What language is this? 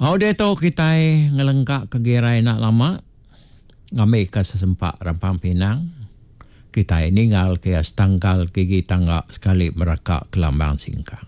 Iban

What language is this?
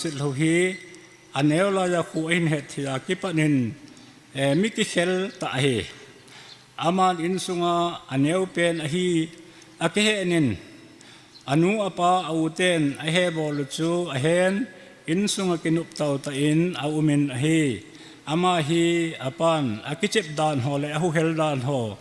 Thado Chin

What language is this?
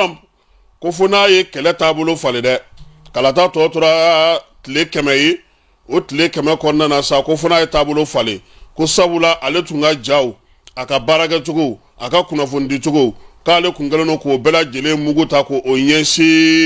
Bambara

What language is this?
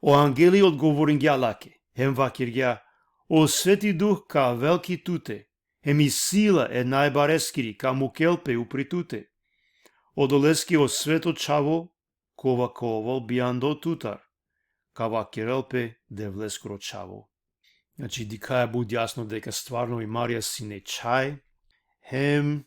Balkan Romani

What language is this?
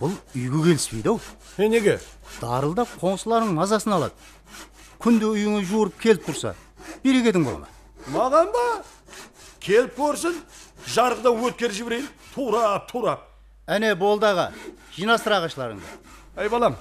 Kara-Kalpak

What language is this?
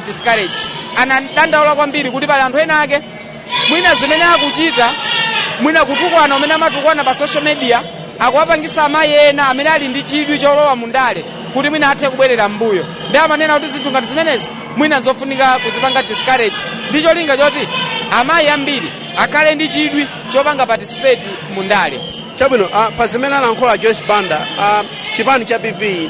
Nyanja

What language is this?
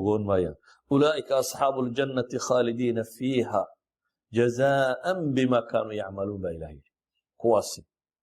Somali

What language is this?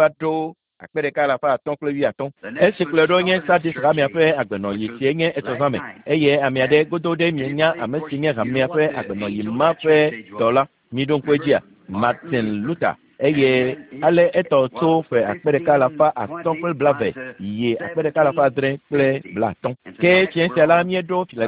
Ewe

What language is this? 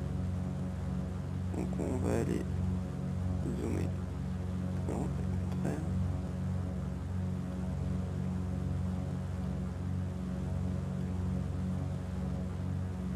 French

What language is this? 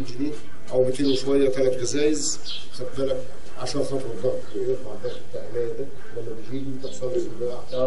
Egyptian Arabic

